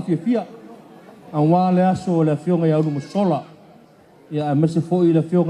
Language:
Samoan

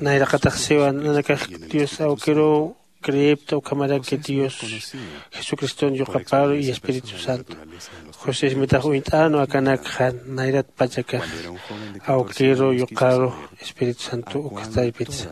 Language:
Aymara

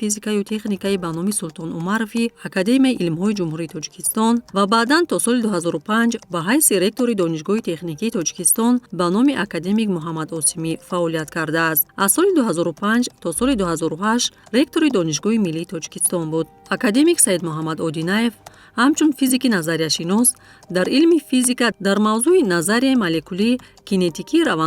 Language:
Tajik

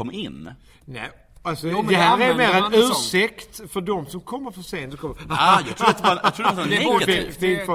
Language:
Swedish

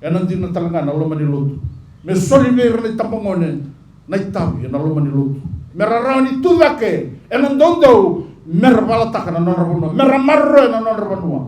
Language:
Fijian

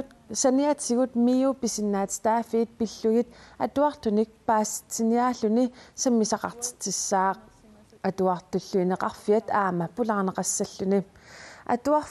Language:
Kalaallisut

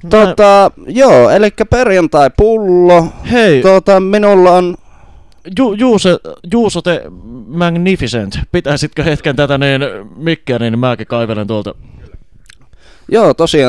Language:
Finnish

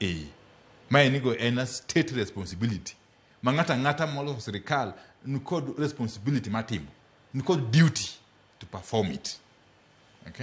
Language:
Luo (Kenya and Tanzania)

